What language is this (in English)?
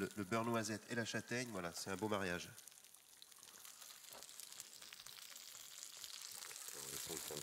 French